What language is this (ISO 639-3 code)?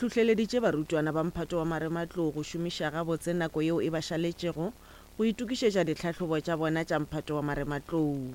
nso